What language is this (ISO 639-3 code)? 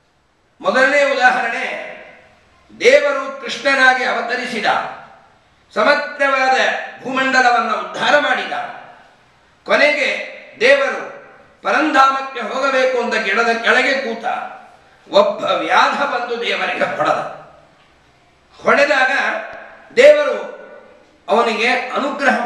kan